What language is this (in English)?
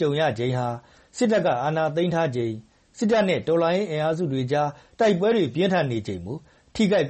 Burmese